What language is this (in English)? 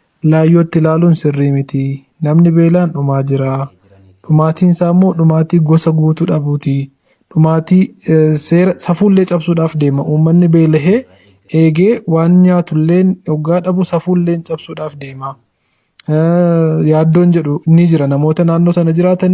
Oromo